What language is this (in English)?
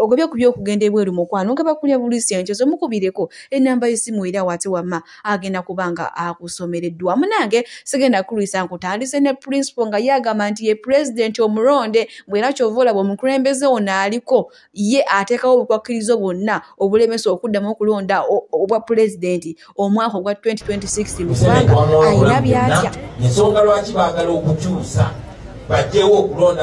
Ganda